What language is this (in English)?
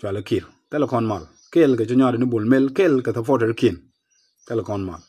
Nuer